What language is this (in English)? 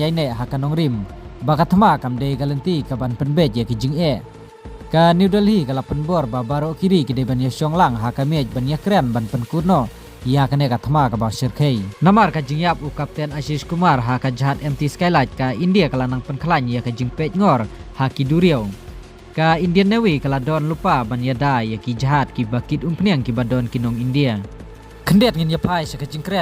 Khasi